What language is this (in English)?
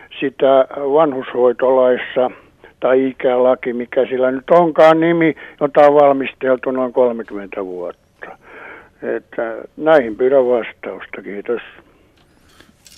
Finnish